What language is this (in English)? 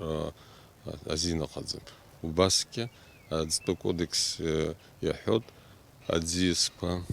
Abkhazian